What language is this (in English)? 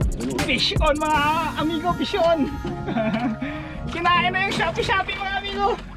Filipino